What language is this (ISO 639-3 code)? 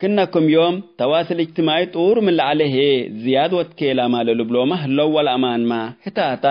tig